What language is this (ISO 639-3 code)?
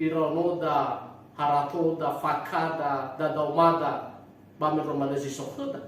nia